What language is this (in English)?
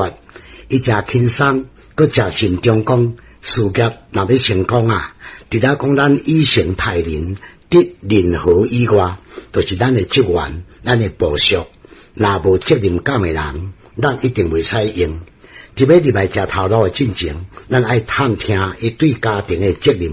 Min Nan Chinese